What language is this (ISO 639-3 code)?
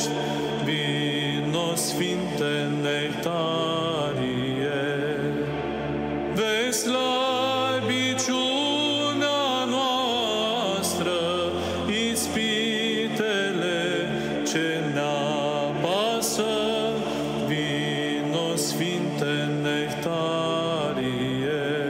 ron